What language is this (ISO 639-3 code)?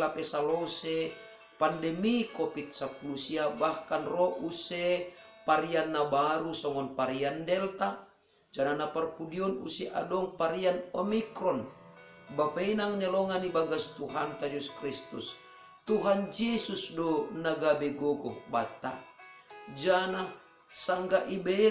bts